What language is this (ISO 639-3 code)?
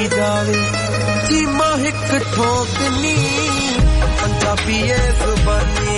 pan